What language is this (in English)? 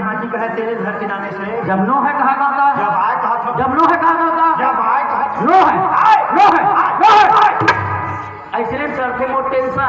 Chhattisgarhi